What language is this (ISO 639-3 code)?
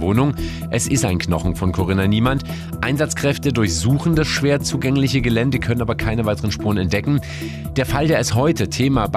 deu